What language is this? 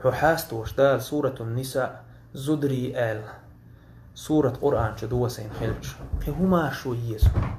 Chechen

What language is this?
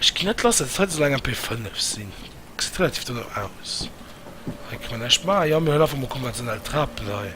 Luxembourgish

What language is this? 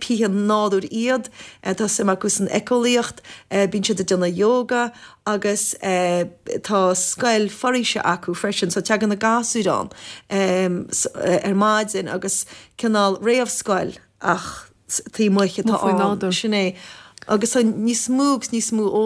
Irish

